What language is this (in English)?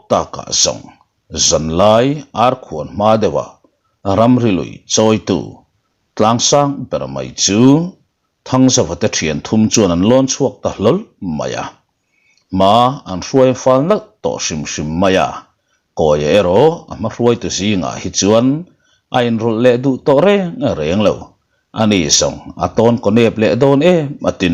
Mizo